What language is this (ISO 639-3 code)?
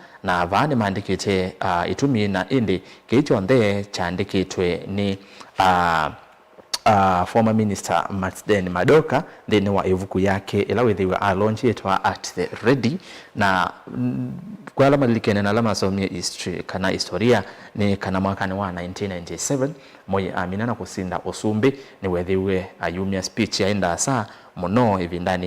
kam